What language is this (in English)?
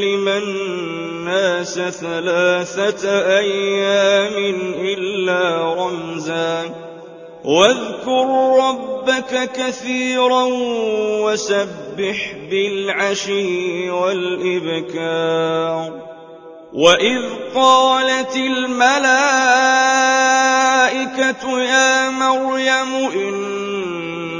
Arabic